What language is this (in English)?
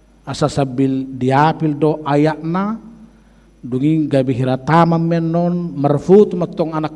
Batak Toba